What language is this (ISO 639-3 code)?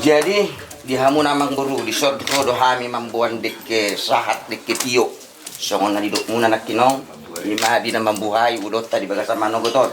bbc